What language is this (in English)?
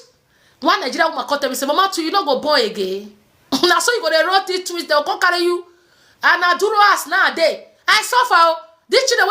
Nigerian Pidgin